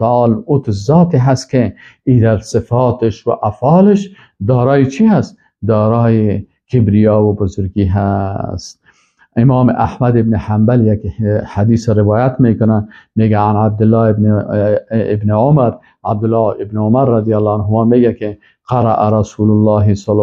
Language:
Persian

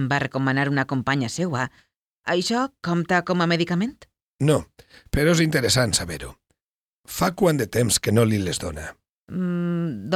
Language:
Catalan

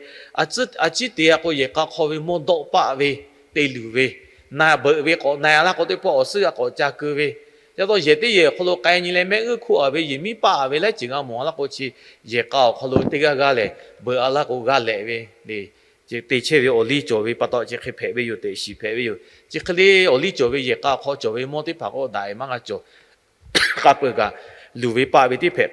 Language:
Lahu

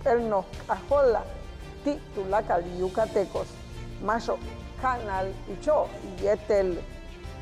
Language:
Yucateco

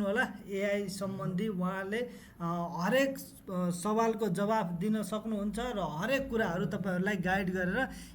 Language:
Nepali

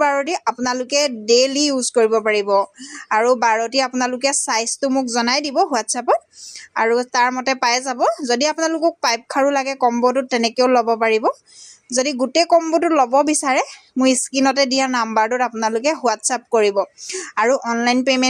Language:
Assamese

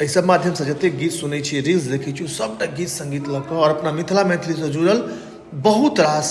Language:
Maithili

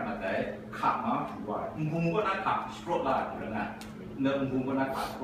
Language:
Kachin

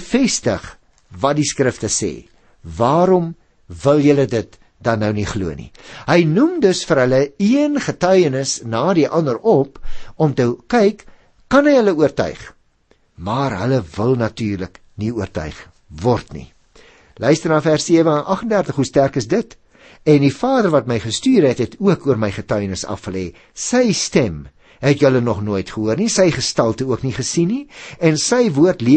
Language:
Afrikaans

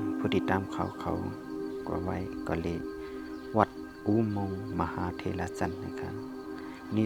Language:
Shan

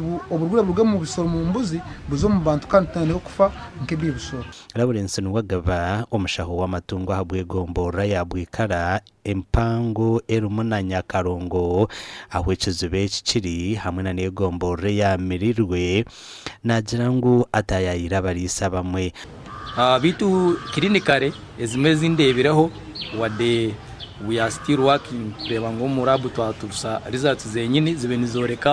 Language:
Nyankole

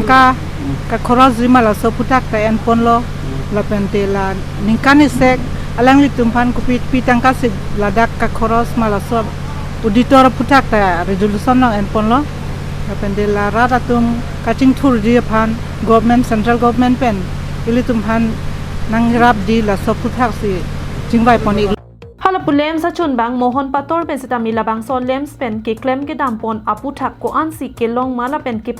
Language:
Karbi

